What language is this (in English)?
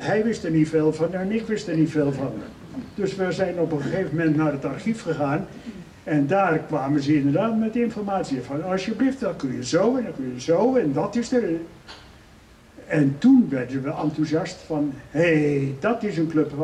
Dutch